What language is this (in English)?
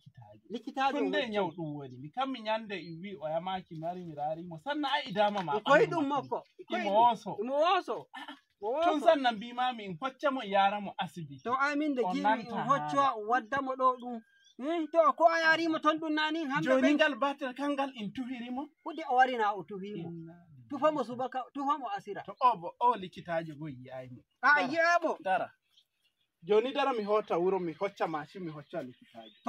Nigerian Fulfulde